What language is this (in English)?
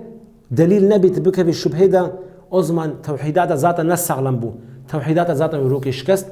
Kurdish